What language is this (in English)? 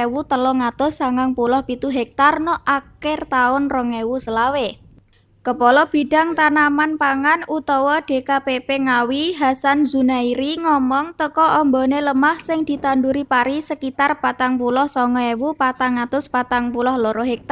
Javanese